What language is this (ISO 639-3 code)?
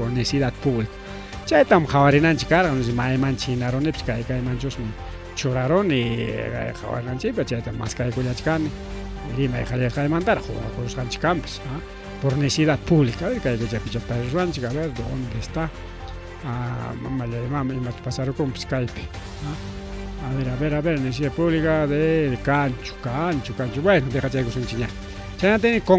quy